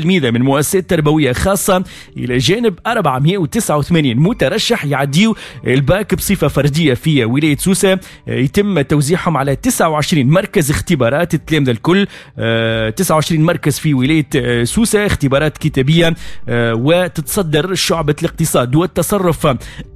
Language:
Tunisian Arabic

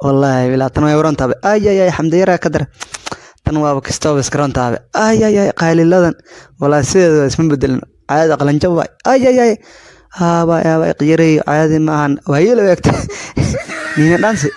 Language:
Somali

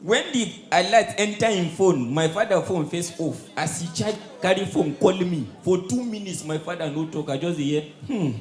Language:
Nigerian Pidgin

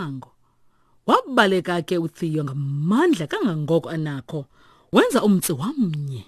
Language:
Xhosa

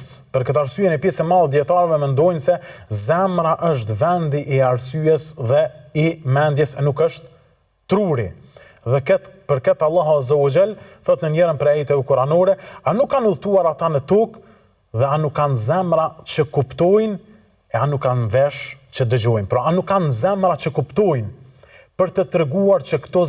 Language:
Albanian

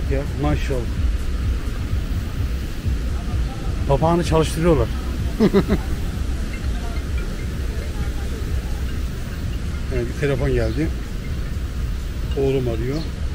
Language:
Turkish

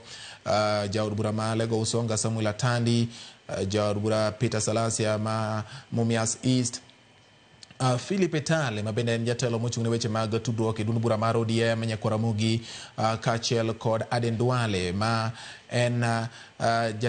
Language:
Luo (Kenya and Tanzania)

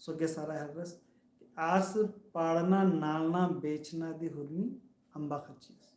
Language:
Kurukh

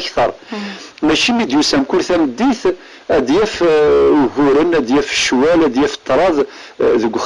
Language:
Kabyle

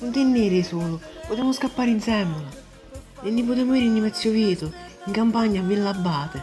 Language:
Sicilian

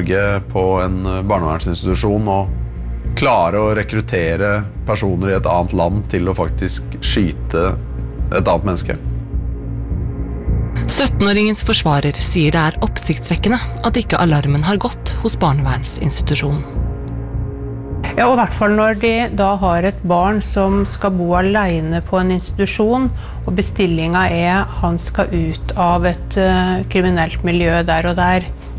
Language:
Norwegian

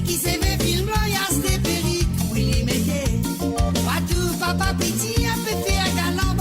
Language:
Morisyen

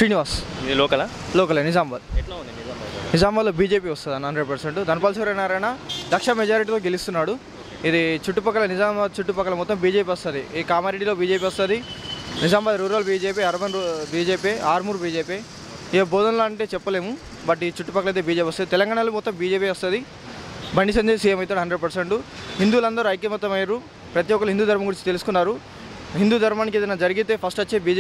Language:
Telugu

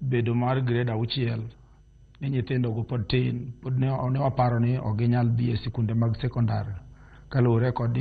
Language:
Luo (Kenya and Tanzania)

